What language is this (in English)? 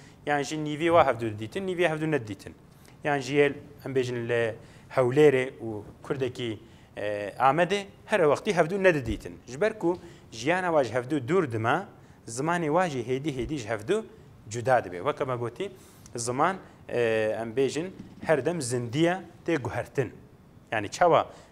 Kurdish